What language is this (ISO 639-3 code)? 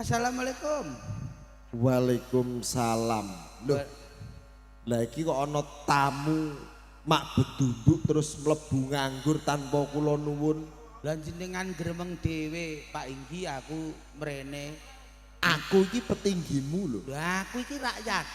jav